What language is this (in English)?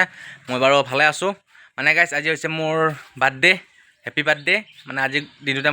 Assamese